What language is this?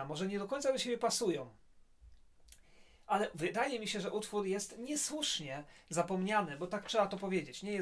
Polish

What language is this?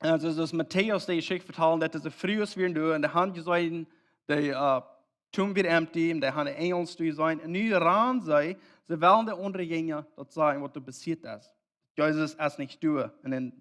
Plautdietsch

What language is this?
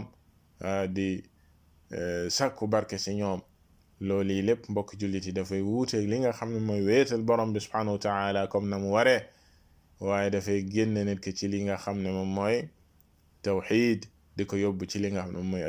Wolof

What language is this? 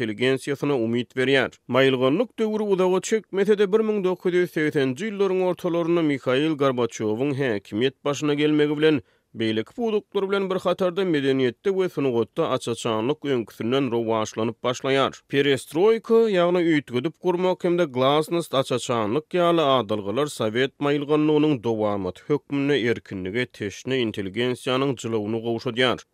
Turkmen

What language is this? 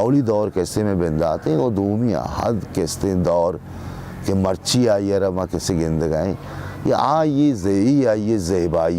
Baluchi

